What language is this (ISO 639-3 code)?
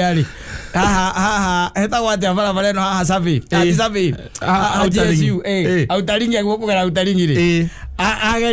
kik